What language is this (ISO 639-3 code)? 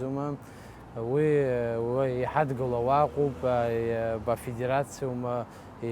abk